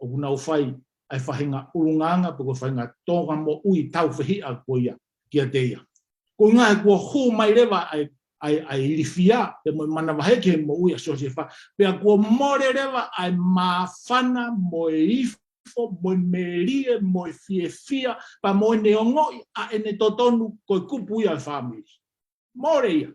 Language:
Tongan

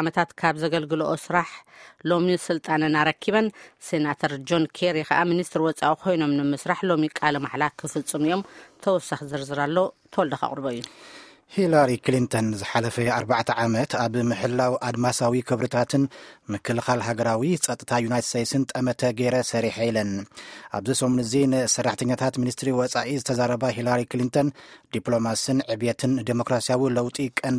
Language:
Tigrinya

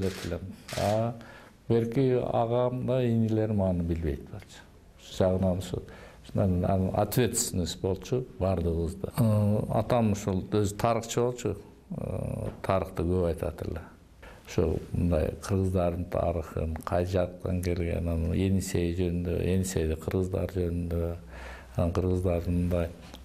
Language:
Kyrgyz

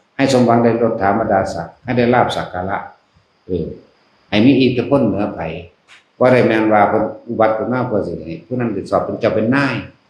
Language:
Northeastern Thai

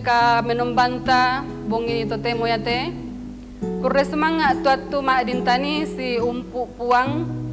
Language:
Toraja-Sa'dan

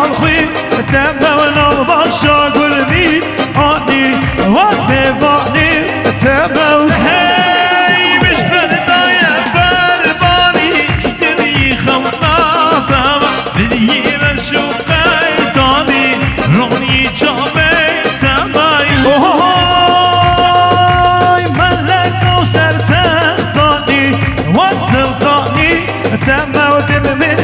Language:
Kurdish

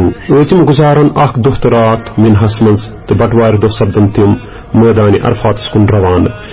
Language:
Kashmiri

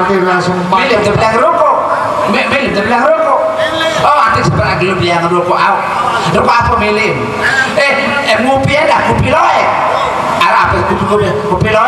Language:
Sasak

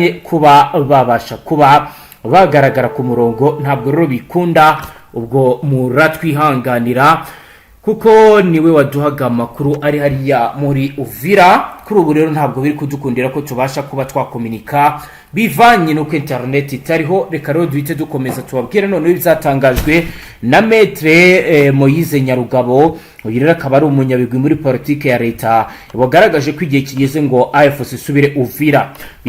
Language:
Kinyarwanda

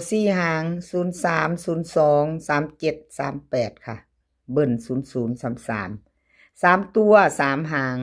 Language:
Northeastern Thai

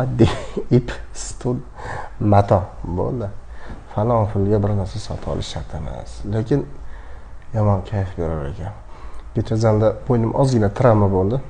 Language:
Uzbek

